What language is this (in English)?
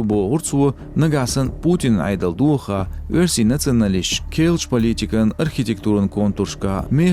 Chechen